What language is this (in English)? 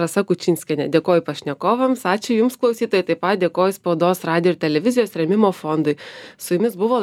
Lithuanian